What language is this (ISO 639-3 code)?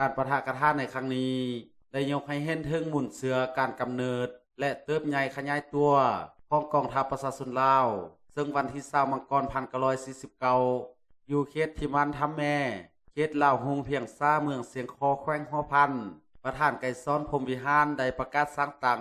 lao